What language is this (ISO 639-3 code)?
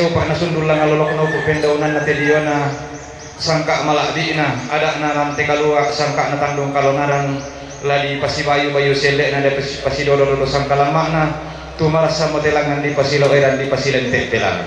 sda